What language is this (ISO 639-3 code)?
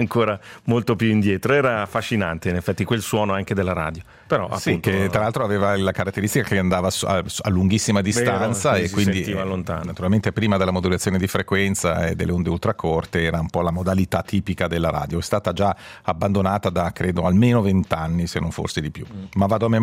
ita